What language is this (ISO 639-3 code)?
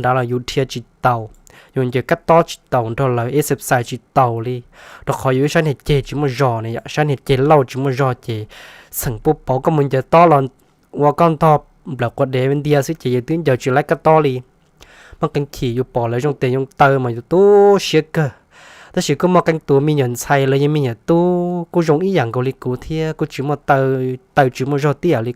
hmn